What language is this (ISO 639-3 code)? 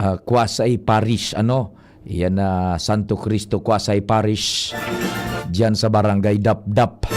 bik